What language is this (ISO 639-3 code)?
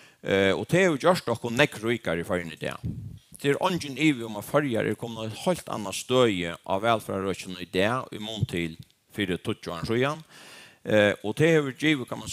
fao